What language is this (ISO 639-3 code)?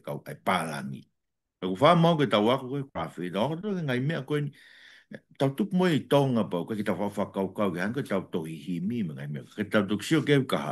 ton